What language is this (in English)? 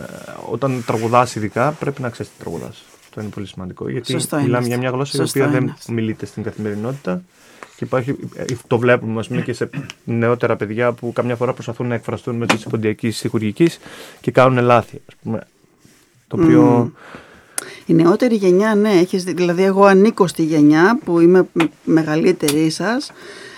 Greek